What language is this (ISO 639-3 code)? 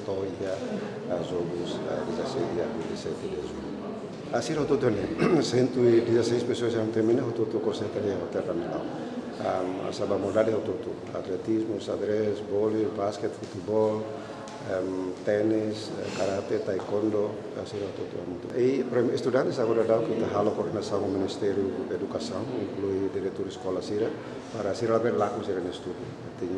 tet